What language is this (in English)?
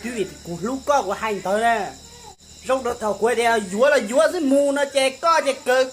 Hmong